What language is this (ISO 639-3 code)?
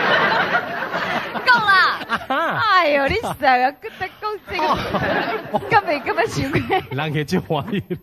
nan